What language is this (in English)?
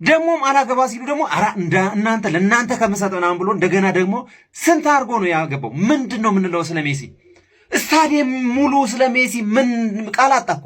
Amharic